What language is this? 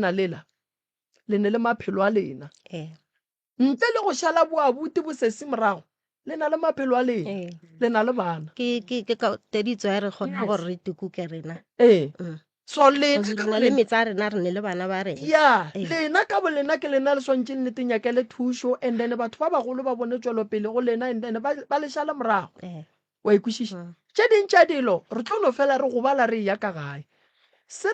Northern Sotho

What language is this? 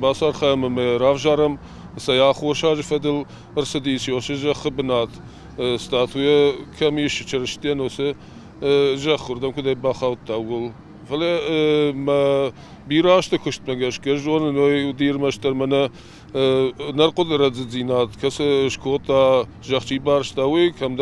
Ossetic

